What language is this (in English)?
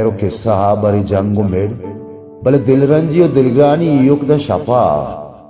Baluchi